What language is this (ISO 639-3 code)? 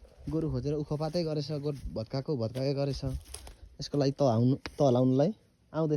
nep